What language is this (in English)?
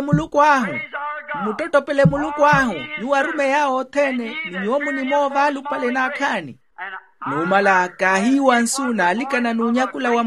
Makhuwa